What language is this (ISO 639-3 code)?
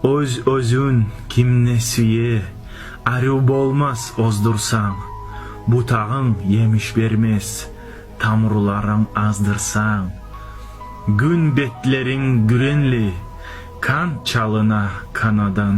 kum